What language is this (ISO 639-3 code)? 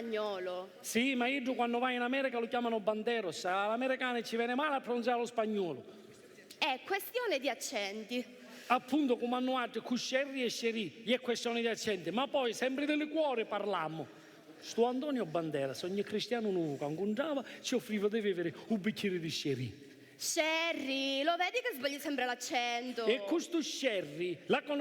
scn